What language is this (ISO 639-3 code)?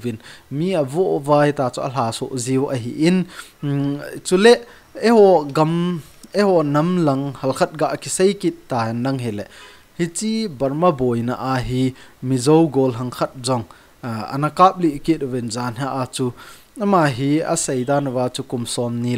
tcz